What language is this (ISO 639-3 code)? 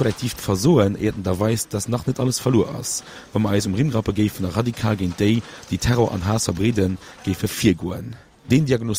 ltz